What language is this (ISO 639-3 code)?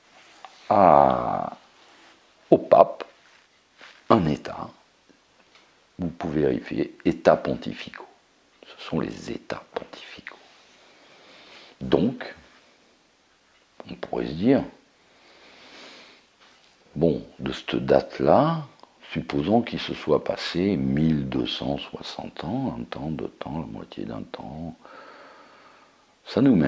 fra